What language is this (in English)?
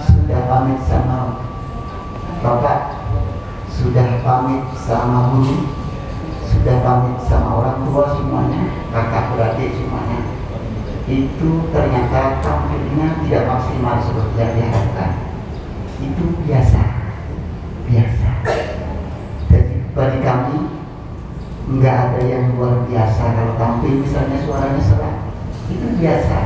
Indonesian